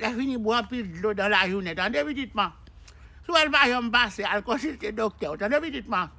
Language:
Haitian Creole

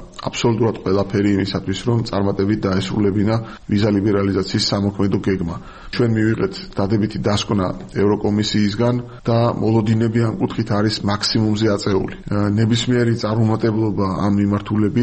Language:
Georgian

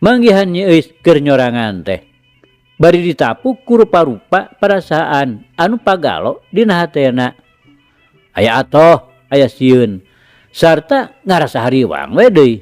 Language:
Sundanese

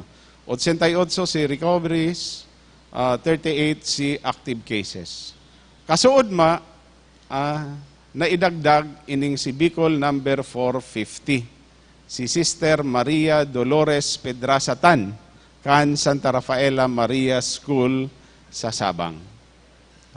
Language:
Bikol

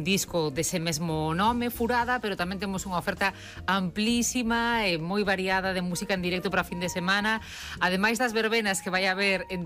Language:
Galician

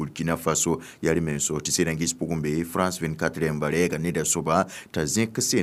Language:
Mossi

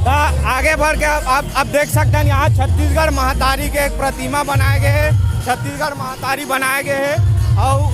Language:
Chhattisgarhi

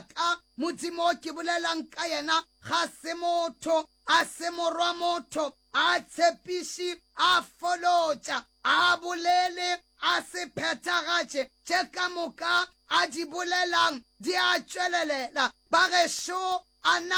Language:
Northern Sotho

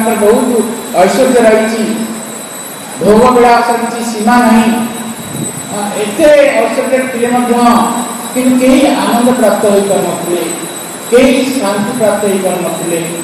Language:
Odia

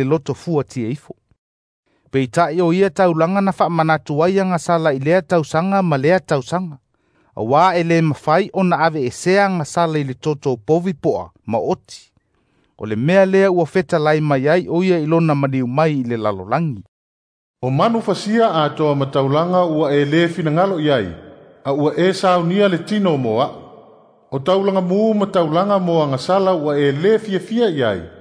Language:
Samoan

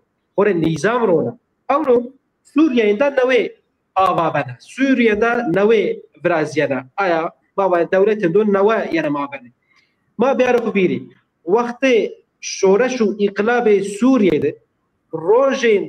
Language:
Zaza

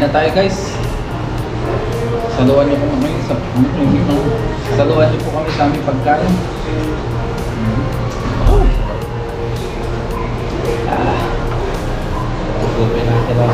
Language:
Filipino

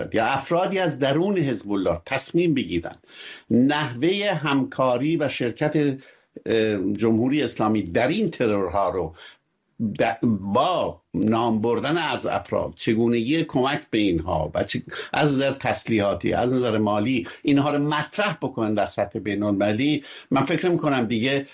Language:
Persian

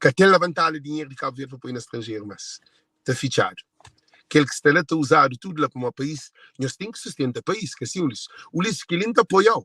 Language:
Kabuverdianu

